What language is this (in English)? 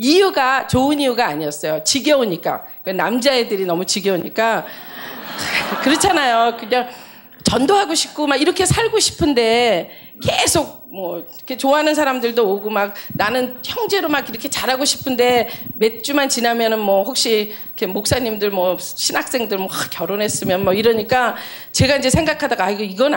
Korean